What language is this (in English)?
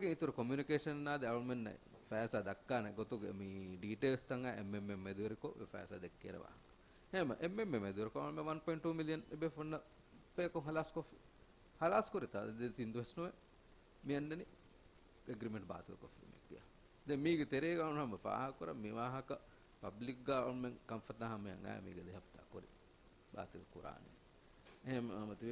Divehi